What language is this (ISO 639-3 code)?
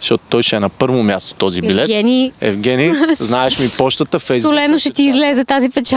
bul